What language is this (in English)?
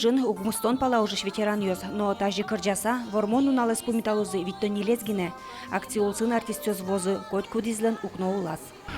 Udmurt